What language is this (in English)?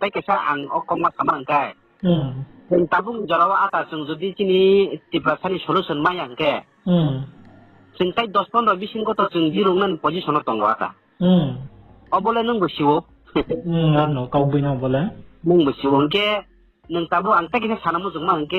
Riang (India)